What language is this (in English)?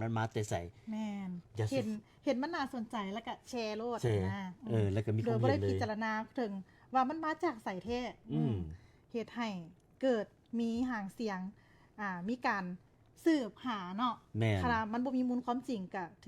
Lao